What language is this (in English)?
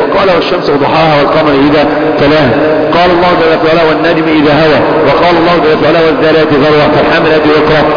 Arabic